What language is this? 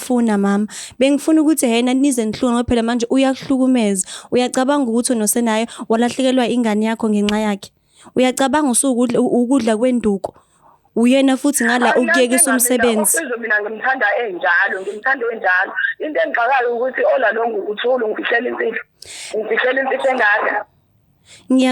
Zulu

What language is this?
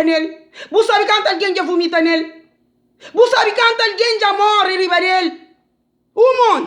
Kabuverdianu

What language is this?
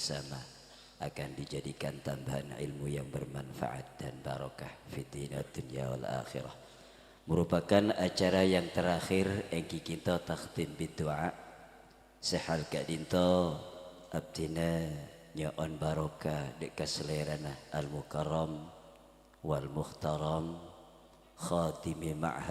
Madurese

